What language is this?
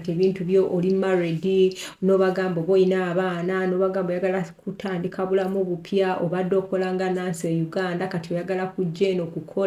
Ganda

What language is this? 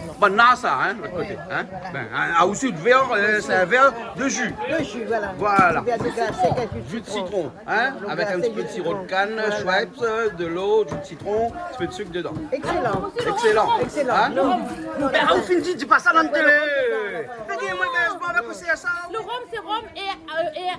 Réunion Creole French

